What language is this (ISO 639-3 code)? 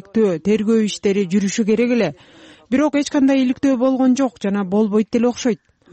kir